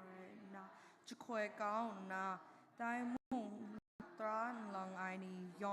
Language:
Kachin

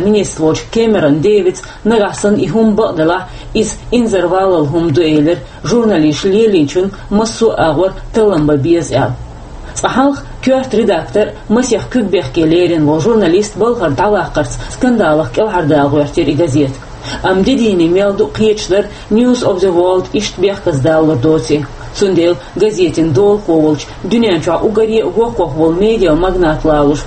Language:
Chechen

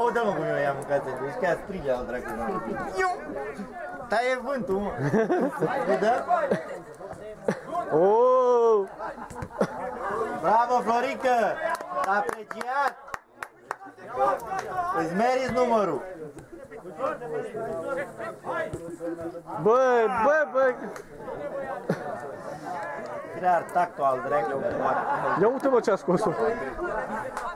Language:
Romanian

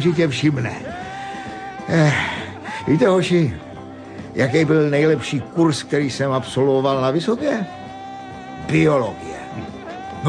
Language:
Czech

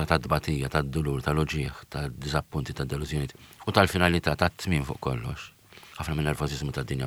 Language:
Maltese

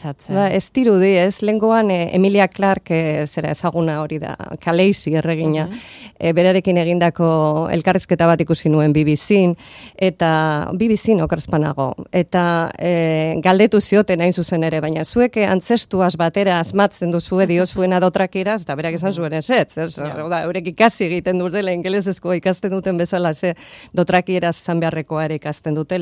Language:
Basque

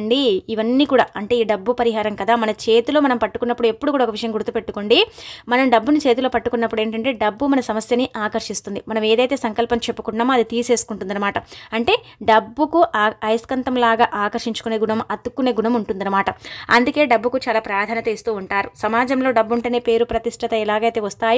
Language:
Telugu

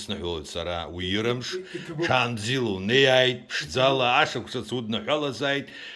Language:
Abkhazian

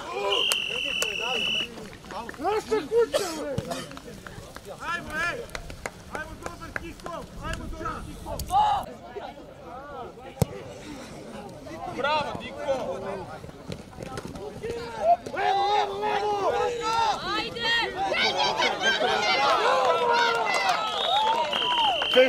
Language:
Serbian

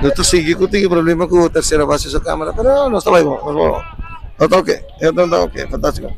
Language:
Papiamento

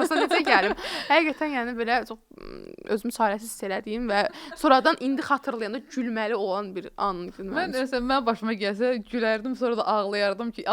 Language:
Azerbaijani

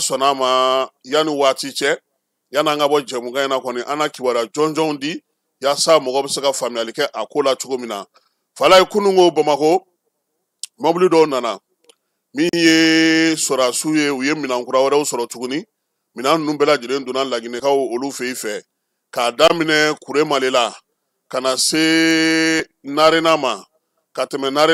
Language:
Bambara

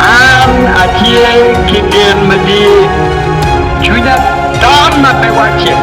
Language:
Acoli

